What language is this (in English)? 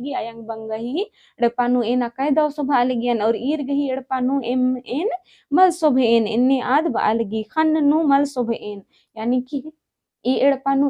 Kurukh